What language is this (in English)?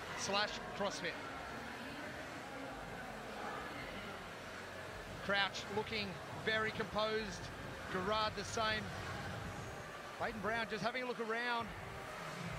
English